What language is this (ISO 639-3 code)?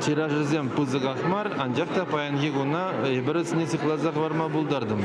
chv